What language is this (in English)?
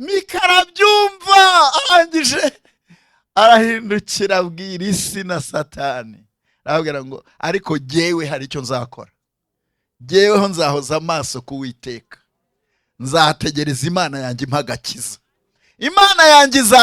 Rundi